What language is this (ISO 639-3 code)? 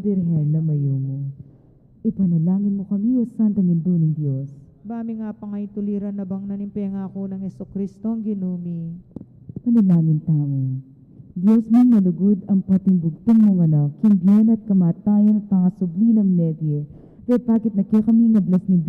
pam